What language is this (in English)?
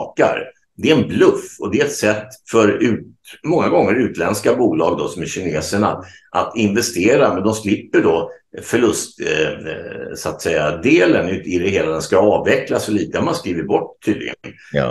Swedish